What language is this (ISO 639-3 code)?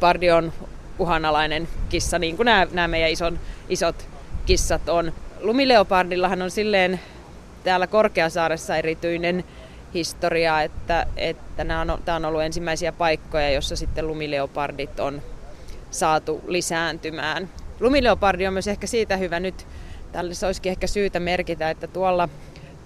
fin